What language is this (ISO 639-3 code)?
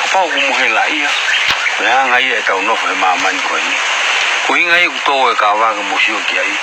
ton